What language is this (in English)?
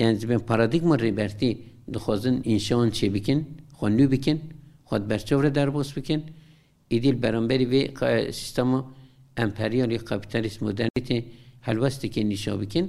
Kurdish